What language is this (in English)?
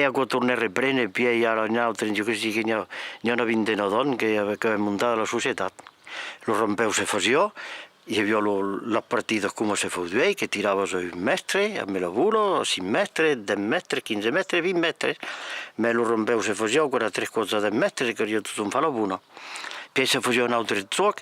Occitan